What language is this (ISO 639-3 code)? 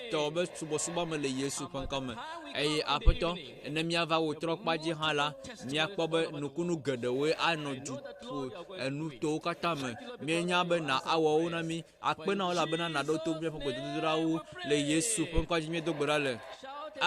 ewe